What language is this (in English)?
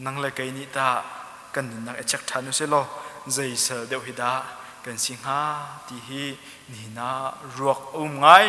Hakha Chin